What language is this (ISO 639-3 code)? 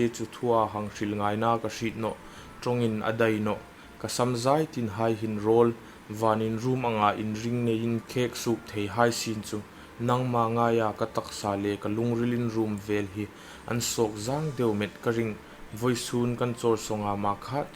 hmr